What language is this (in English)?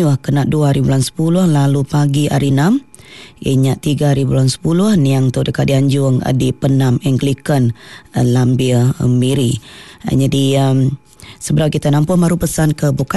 Iban